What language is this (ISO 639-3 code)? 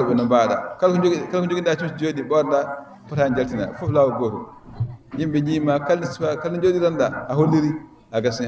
ful